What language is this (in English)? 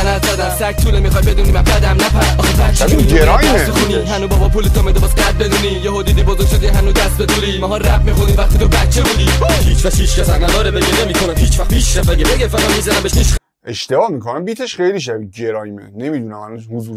Persian